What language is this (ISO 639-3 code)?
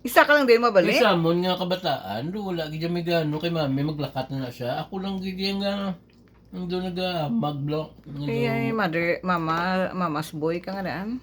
hil